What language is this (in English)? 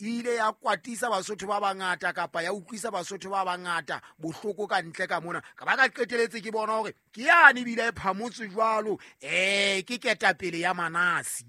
Southern Sotho